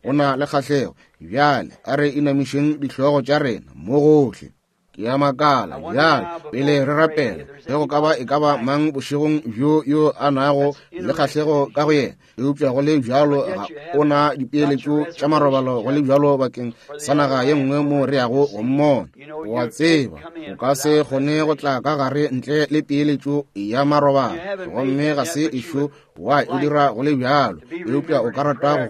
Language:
Northern Sotho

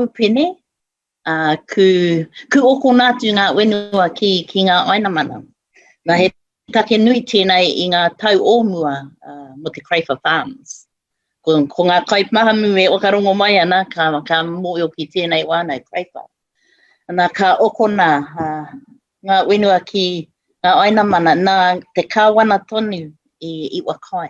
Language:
Māori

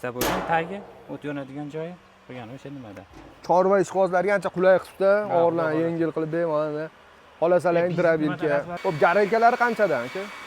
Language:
Uzbek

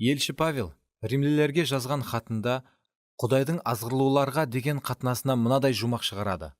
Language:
Kara-Kalpak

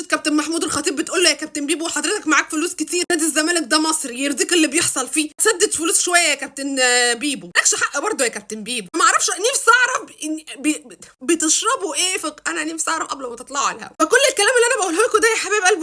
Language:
Egyptian Arabic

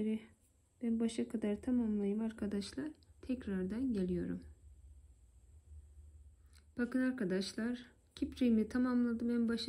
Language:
Turkish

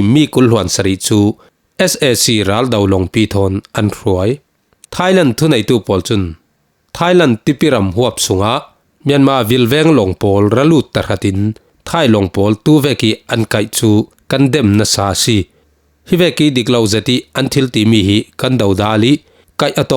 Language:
Falam Chin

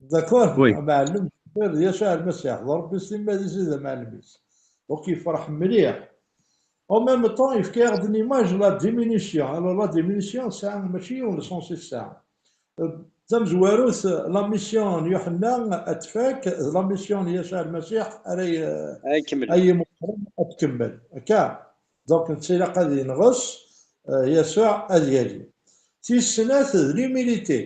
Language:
Kabyle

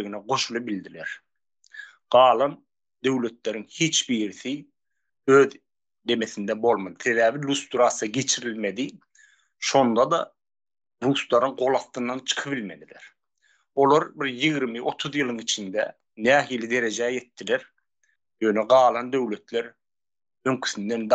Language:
Turkmen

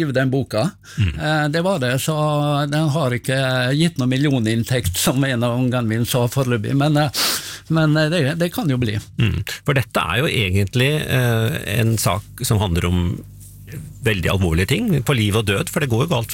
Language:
Norwegian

